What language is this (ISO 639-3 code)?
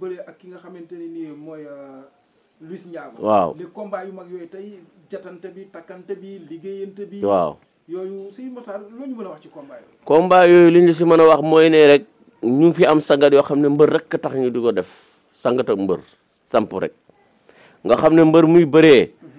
wol